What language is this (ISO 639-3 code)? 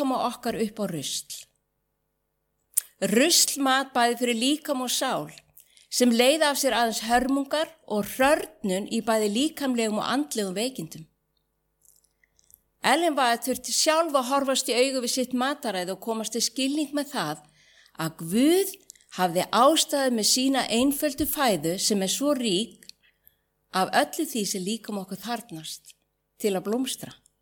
isl